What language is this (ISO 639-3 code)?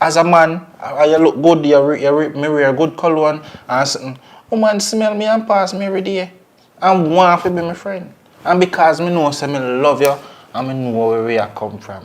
jam